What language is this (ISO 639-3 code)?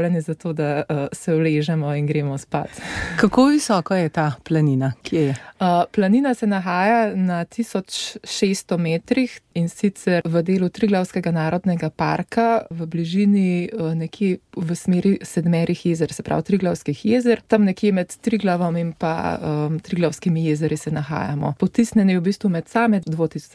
slv